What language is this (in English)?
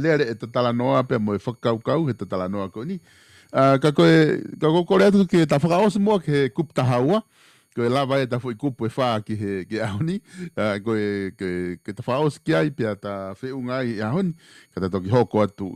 Tongan